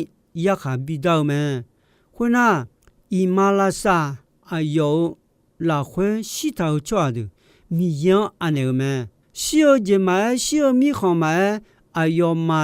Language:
Akha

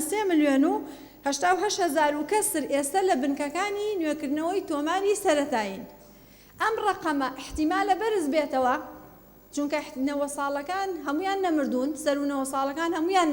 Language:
Central Kurdish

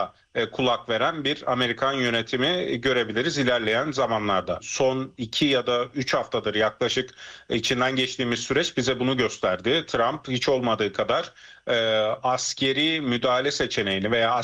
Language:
Turkish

